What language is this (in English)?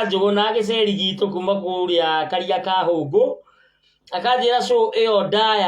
Kikuyu